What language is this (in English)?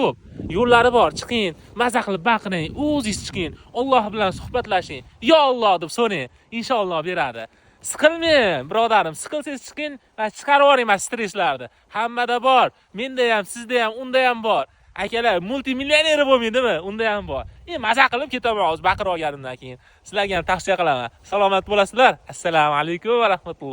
Uzbek